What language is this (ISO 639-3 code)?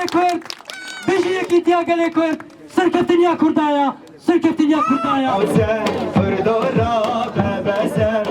kur